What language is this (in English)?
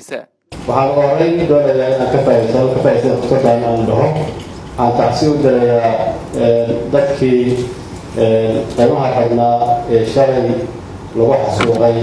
Somali